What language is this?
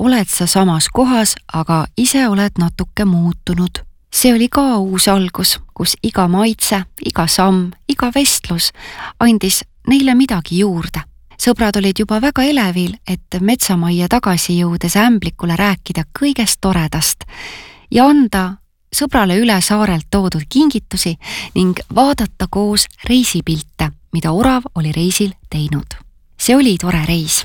Estonian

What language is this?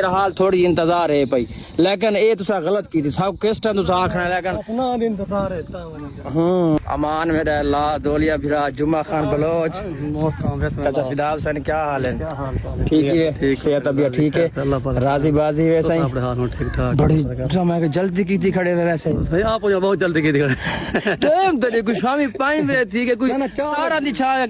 Saraiki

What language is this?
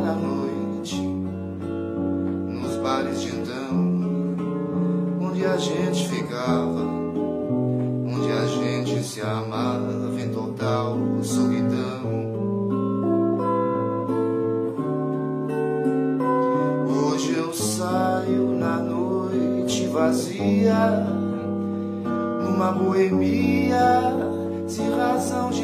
Portuguese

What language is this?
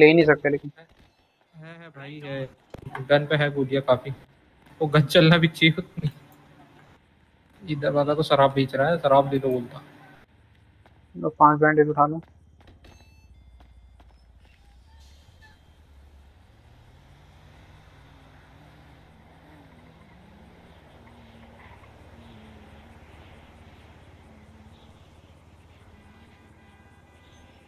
Hindi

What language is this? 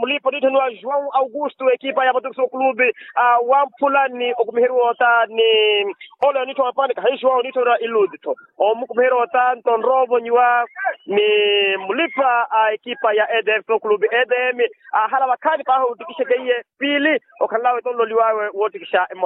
Makhuwa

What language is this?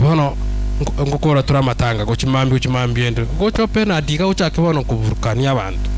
Gusii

